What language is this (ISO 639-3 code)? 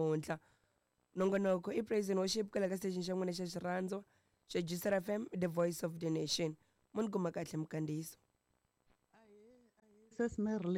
tso